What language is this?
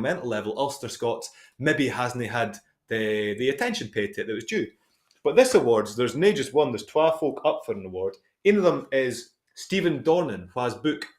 Scots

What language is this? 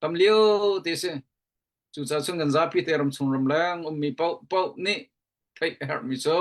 Hakha Chin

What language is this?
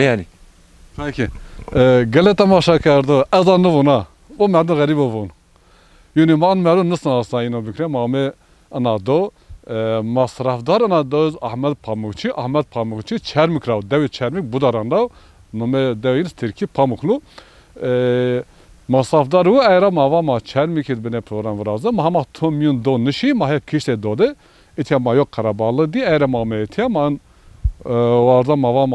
Zaza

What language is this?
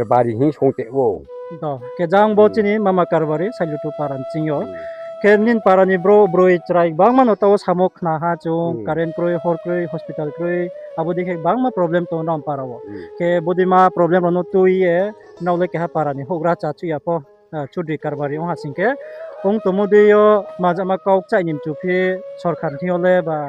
Riang (India)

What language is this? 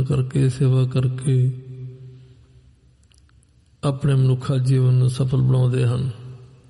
Punjabi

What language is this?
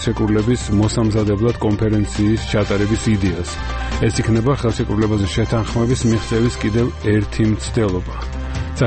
Georgian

